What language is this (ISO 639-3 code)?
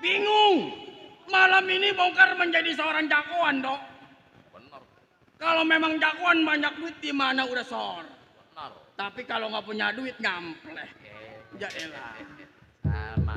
bew